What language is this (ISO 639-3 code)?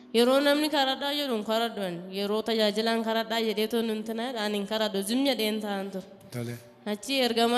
orm